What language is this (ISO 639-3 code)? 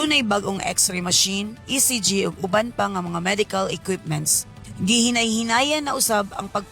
ceb